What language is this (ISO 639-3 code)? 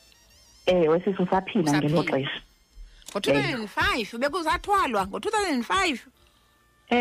xho